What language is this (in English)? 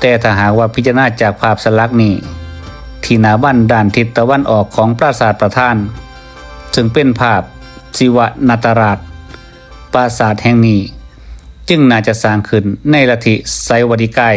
Lao